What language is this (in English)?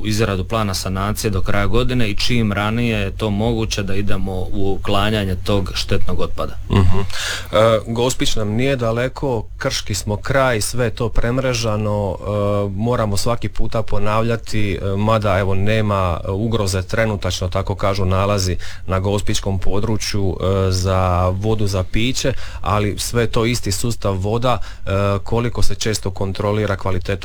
Croatian